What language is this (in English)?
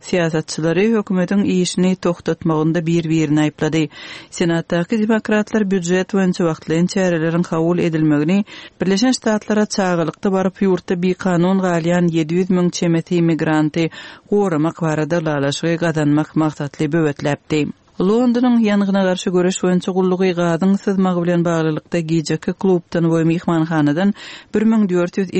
Turkmen